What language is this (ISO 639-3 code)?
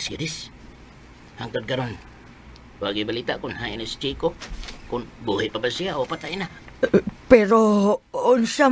ceb